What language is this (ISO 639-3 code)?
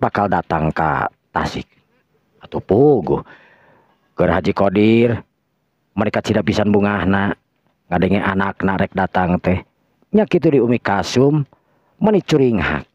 sun